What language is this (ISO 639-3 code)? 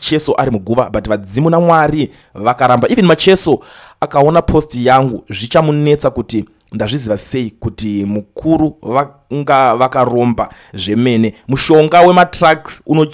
sna